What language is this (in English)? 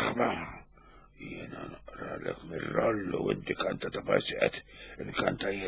Maltese